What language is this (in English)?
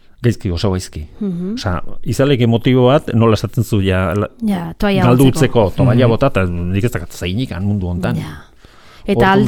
Basque